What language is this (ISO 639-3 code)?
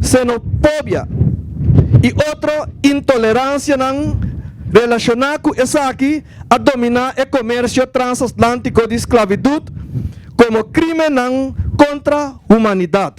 pap